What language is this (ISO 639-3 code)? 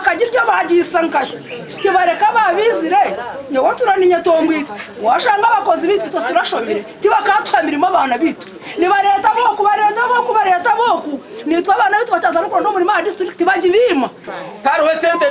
nyn